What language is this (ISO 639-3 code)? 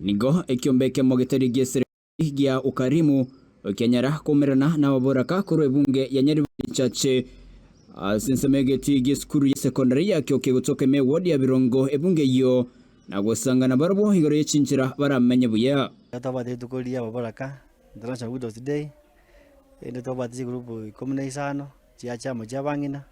guz